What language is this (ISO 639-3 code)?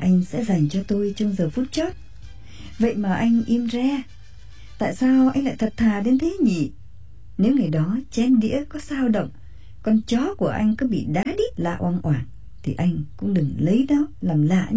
vie